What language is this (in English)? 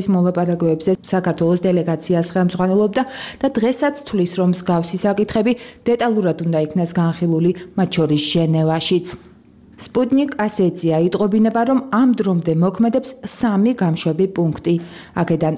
Georgian